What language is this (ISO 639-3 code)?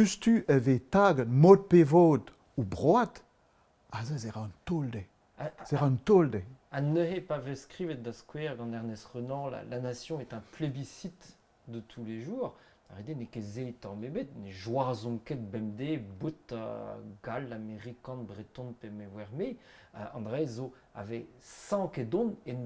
bre